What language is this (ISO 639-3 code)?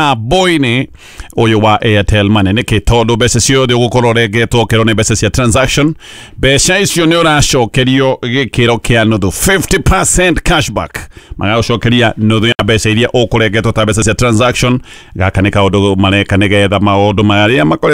kik